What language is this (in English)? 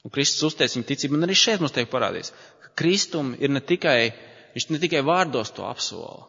Latvian